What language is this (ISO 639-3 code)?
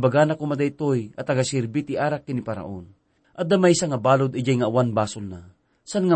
ilo